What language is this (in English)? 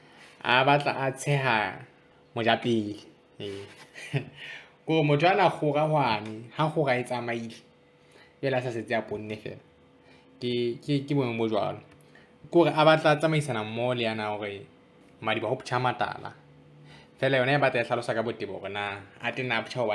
Southern Sotho